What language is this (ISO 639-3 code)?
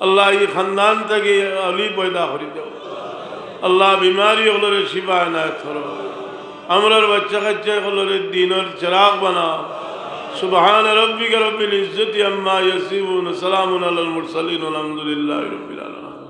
syl